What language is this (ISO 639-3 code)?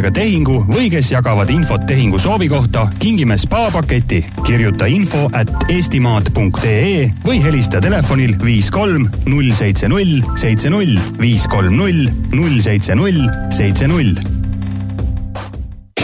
est